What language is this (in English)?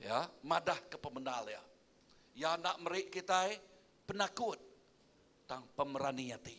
Iban